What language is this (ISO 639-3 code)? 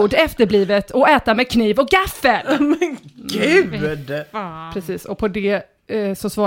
swe